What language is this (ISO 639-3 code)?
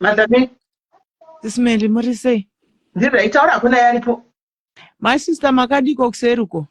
sna